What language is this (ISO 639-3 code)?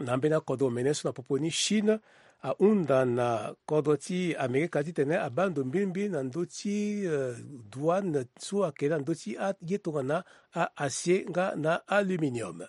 sag